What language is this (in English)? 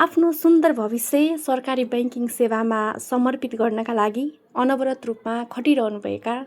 Nepali